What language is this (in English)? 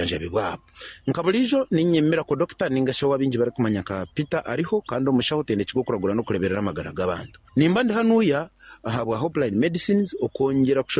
Nyankole